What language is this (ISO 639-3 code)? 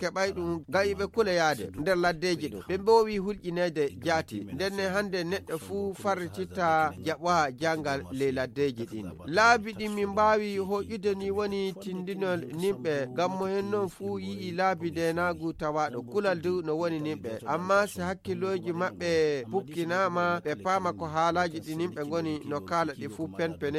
fuv